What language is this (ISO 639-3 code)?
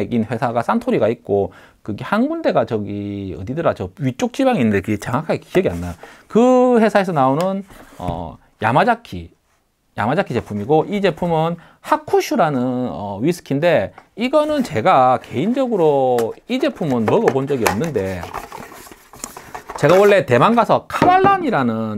kor